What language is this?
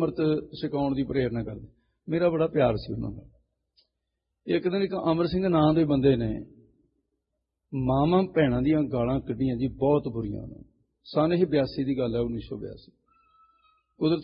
Punjabi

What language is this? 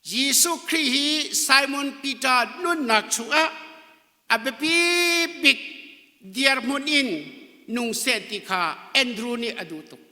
Hakha Chin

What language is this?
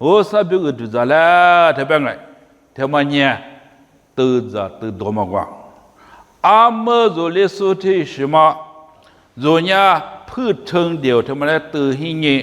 Lisu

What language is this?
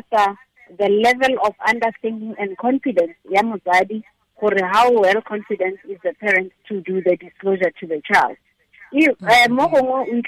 Tswana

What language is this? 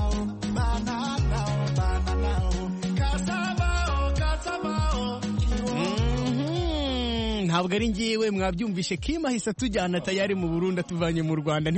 Kinyarwanda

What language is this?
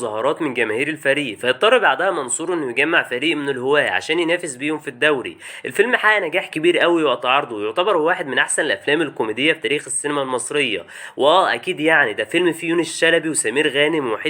Egyptian Arabic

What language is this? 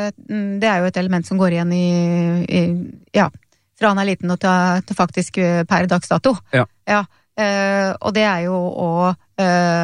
Norwegian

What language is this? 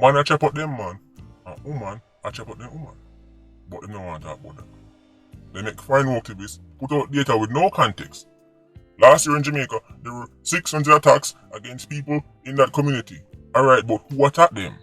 Jamaican Creole English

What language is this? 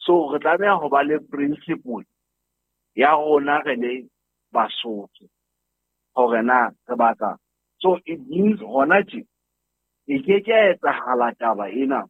Southern Sotho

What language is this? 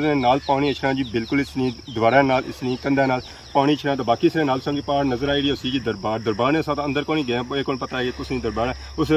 Pahari-Potwari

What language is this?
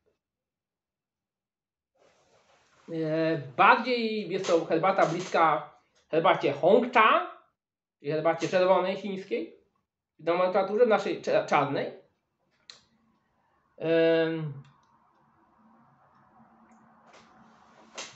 Polish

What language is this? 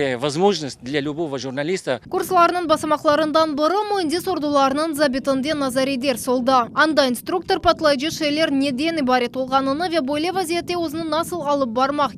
Crimean Tatar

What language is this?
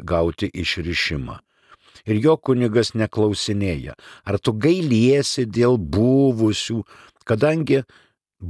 Lithuanian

